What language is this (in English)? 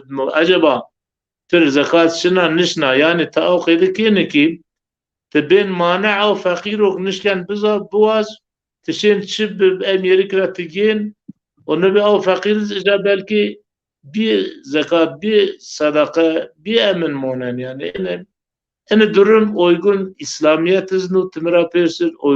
Zaza